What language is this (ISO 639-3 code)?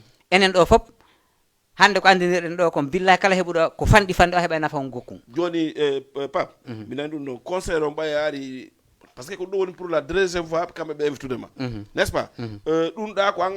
ful